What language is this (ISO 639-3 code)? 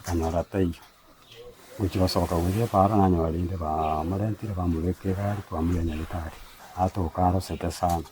guz